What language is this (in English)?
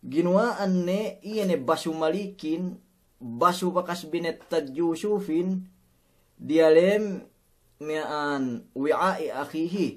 Yakan